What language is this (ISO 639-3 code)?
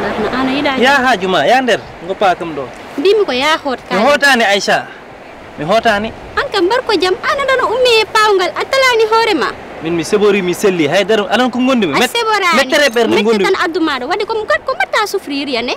ful